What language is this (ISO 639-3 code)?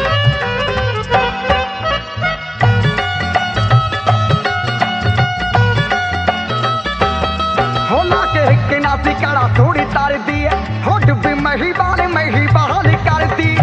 pan